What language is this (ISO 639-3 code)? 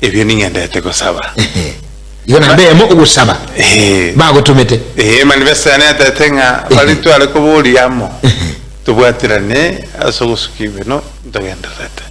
guz